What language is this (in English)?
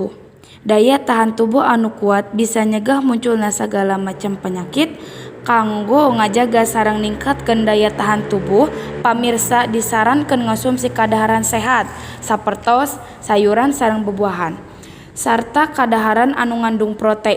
Sundanese